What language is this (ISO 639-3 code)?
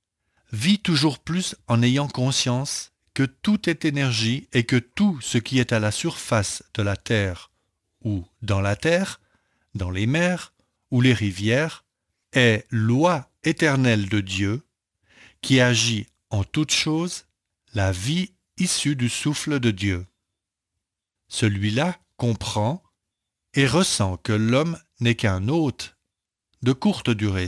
fra